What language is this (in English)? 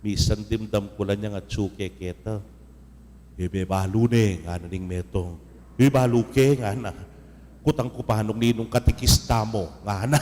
Pampanga